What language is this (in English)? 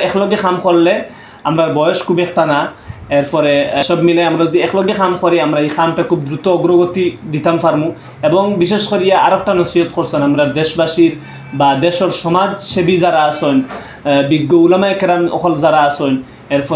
Sylheti